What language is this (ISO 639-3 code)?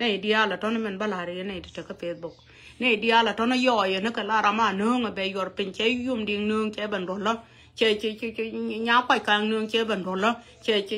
nus